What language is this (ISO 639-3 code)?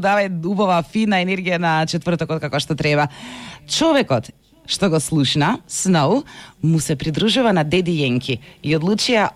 mkd